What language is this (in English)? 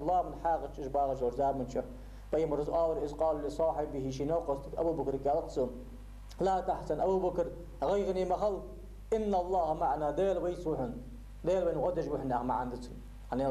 Ingush